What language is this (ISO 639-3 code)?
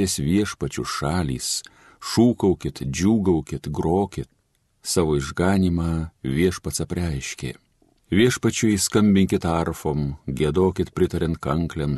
lit